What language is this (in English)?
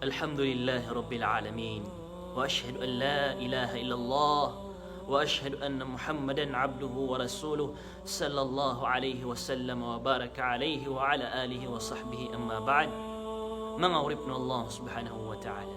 Maranao